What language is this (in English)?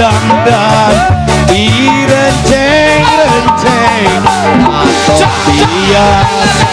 Sundanese